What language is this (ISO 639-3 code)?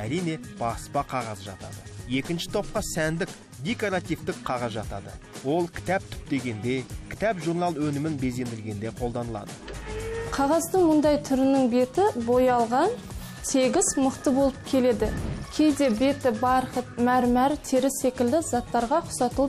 kaz